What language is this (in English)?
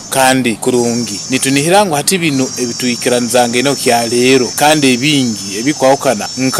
Nyoro